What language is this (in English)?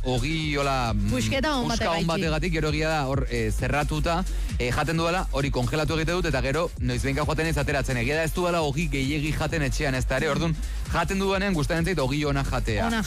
Basque